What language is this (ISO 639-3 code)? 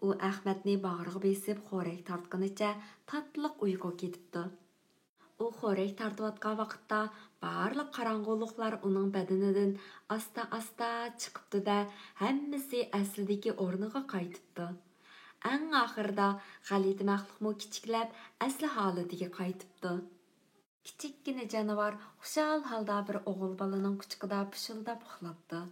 uig